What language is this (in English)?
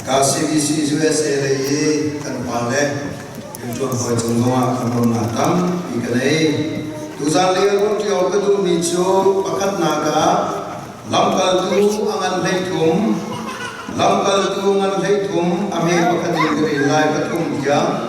Falam Chin